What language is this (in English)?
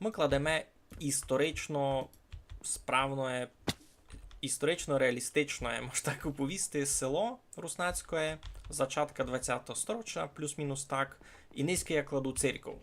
Rusyn